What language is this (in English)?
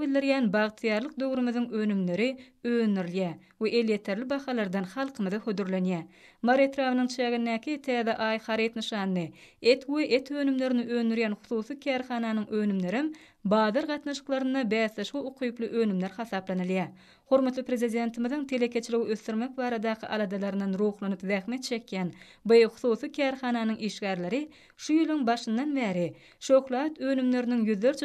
Turkmen